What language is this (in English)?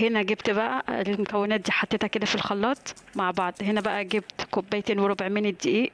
Egyptian Arabic